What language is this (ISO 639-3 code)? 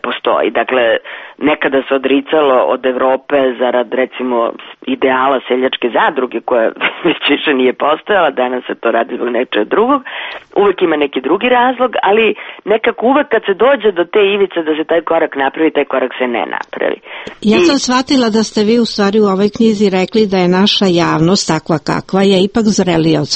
srp